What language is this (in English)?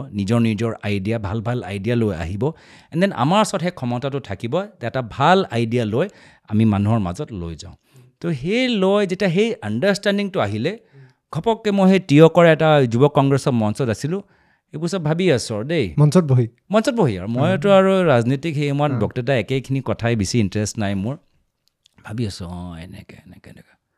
Assamese